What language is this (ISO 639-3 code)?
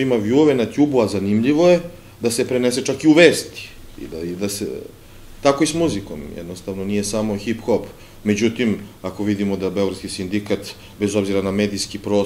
srp